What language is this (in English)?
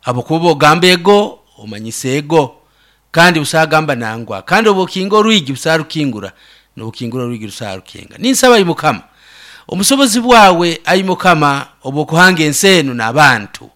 Nyoro